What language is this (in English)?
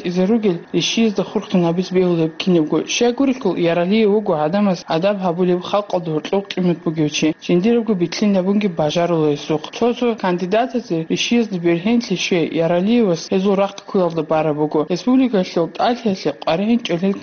Avaric